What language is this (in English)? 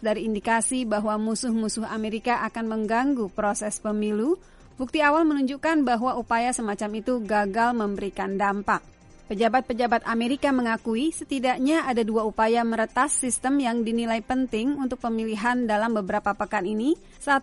Indonesian